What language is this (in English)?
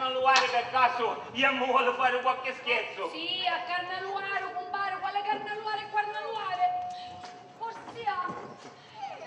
Sicilian